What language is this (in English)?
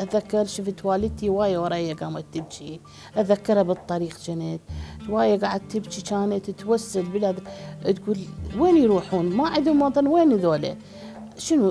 Mesopotamian Arabic